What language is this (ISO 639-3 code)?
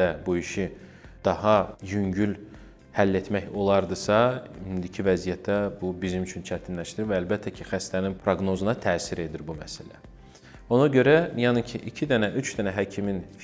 aze